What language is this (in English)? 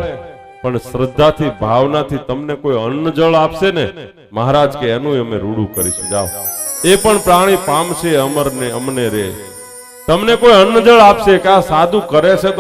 Gujarati